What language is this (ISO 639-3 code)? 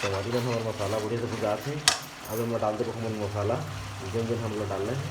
hne